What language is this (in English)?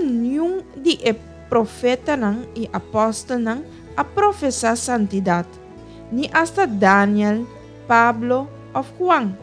Papiamento